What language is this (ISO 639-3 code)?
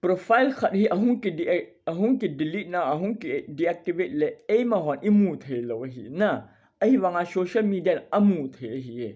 tcz